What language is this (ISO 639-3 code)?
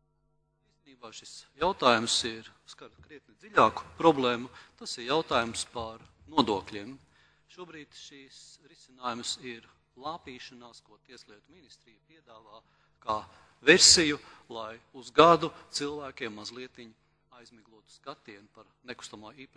lav